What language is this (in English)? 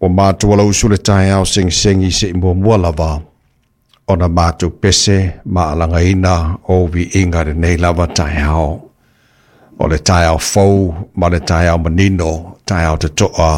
Samoan